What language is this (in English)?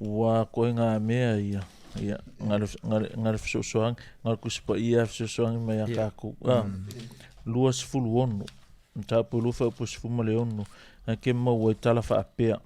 Samoan